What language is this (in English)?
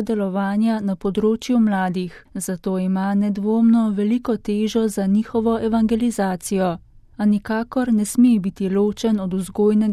Slovenian